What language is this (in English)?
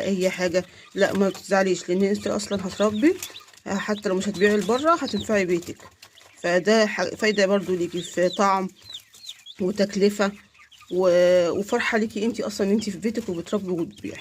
Egyptian Arabic